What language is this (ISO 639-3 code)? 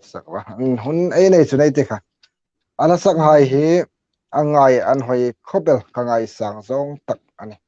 hmr